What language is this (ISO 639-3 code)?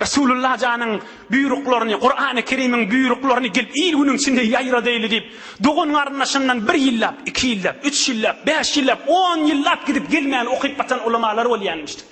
tuk